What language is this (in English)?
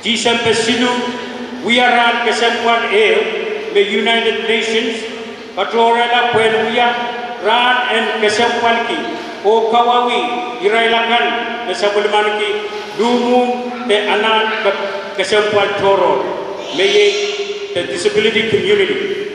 Pohnpeian